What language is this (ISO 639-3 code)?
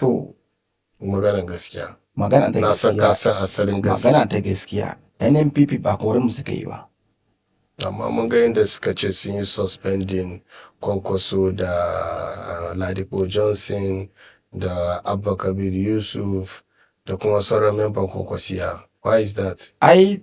hau